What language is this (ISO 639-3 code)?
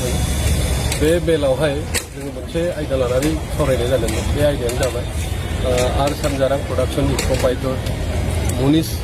brx